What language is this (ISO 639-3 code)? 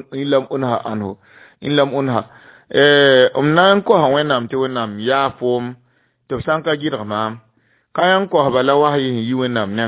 mos